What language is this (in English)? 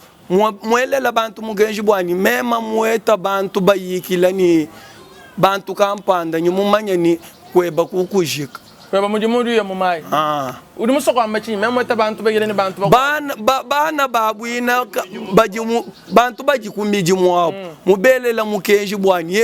Luba-Lulua